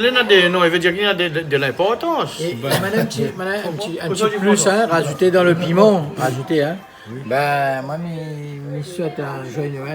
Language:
Réunion Creole French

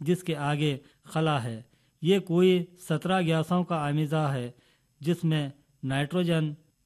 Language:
Urdu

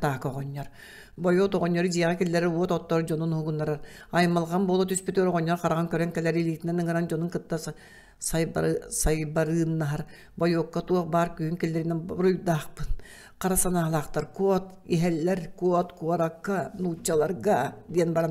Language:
Yakut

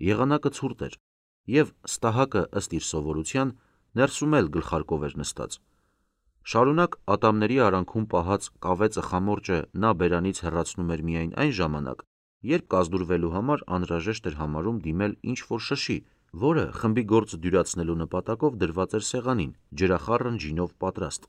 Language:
Armenian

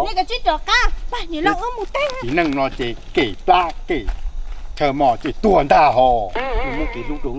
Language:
Hmong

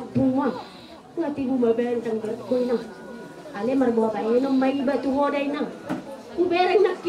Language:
Batak Toba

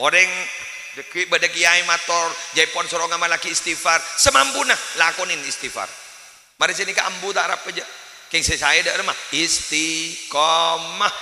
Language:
Madurese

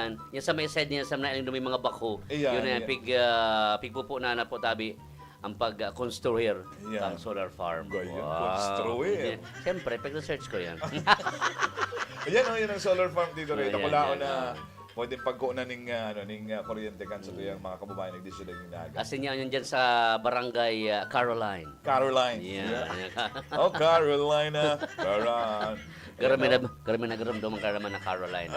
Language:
Bikol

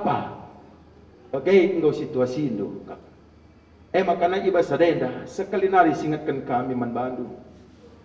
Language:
Batak Karo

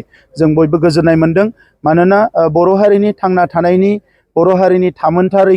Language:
Bodo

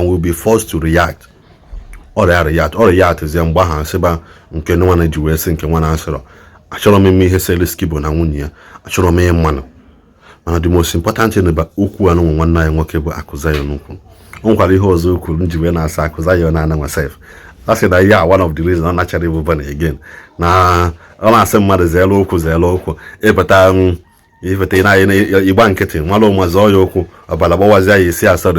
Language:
Igbo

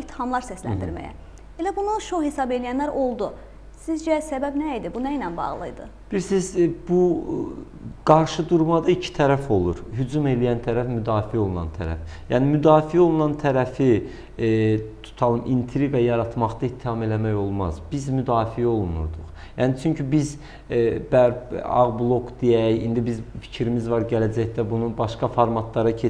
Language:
Azerbaijani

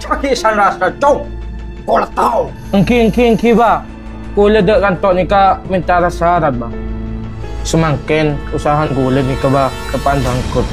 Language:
Madurese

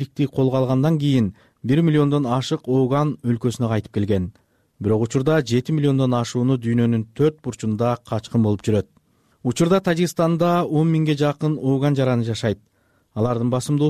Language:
Kyrgyz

